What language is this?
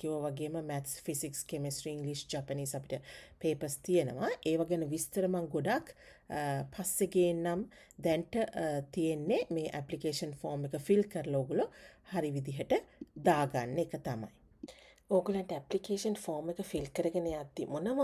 Sinhala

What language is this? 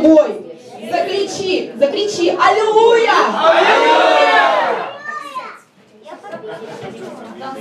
Russian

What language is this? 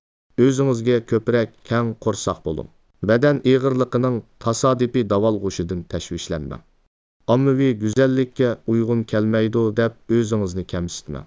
Uyghur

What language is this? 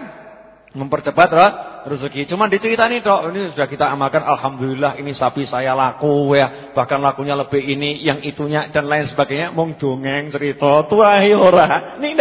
Indonesian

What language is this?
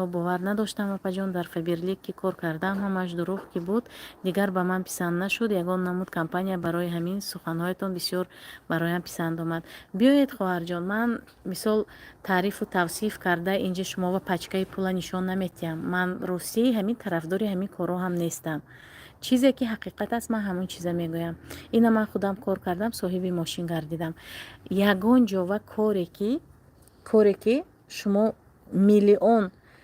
Tajik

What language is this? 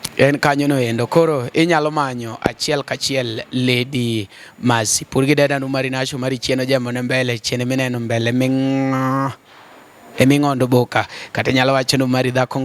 Luo (Kenya and Tanzania)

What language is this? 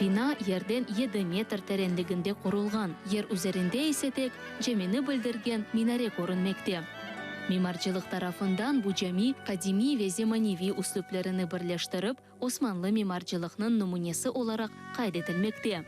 Crimean Tatar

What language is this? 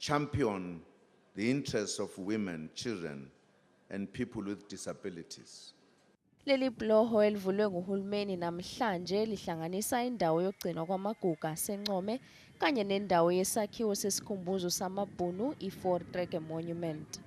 Zulu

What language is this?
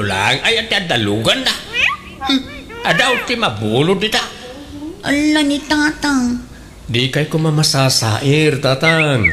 Iloko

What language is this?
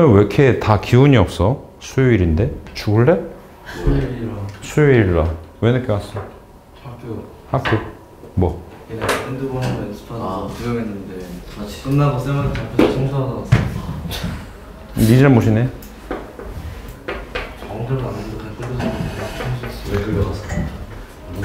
Korean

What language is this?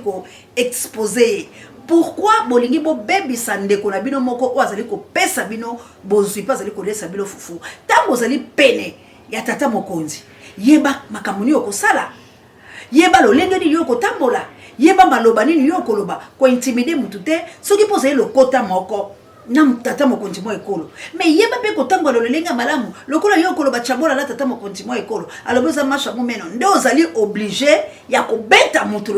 Lingala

